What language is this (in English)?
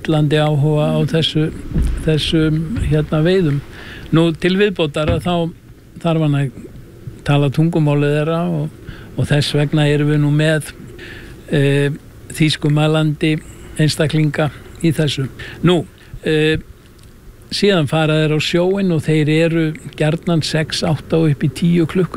Icelandic